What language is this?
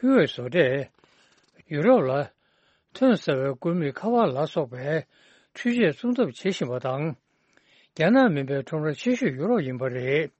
Tibetan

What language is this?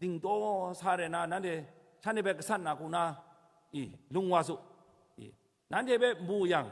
Kachin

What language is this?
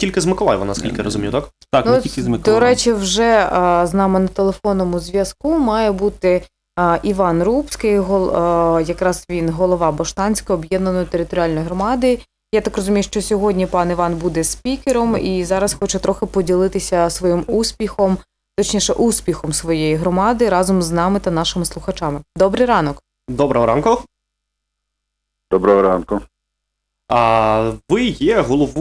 Ukrainian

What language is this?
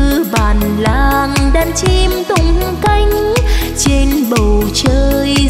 Vietnamese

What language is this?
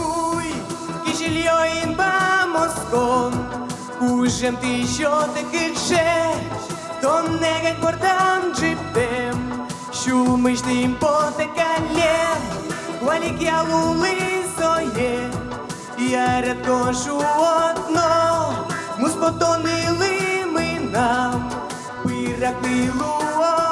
Udmurt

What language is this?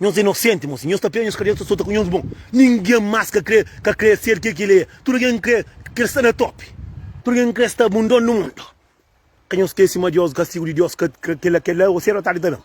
Kabuverdianu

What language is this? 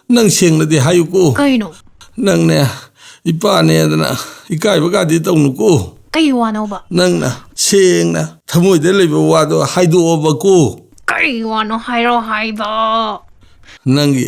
Manipuri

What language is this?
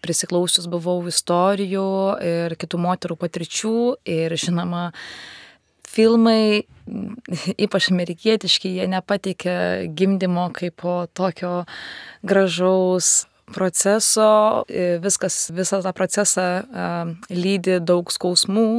Lithuanian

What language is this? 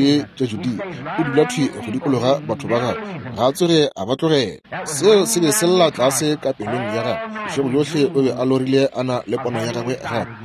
Northern Sotho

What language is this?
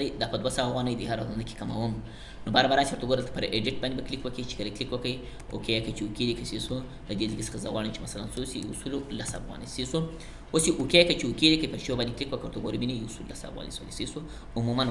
Pashto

